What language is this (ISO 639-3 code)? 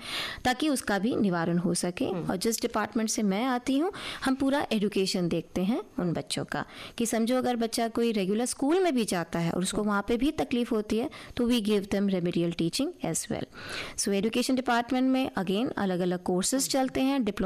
hin